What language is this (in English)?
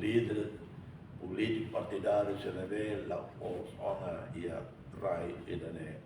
Tetum